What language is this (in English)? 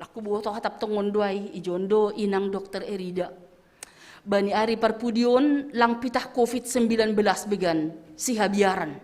Batak Simalungun